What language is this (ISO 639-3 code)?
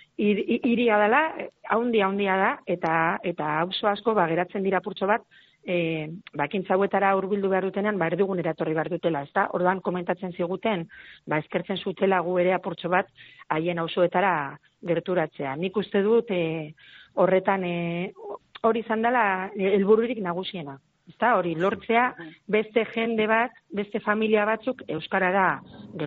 eus